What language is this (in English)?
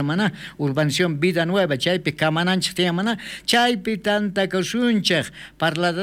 South Bolivian Quechua